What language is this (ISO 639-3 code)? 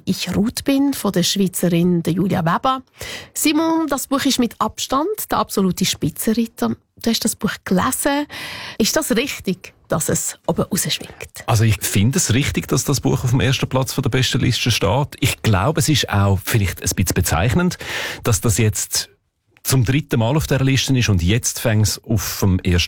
deu